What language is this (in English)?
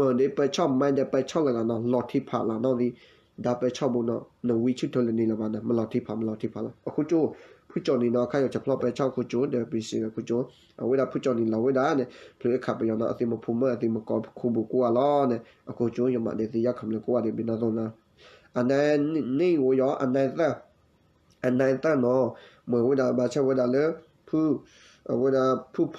S'gaw Karen